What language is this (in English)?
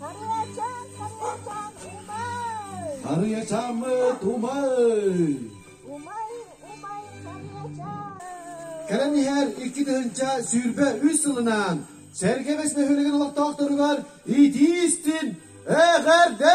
Yakut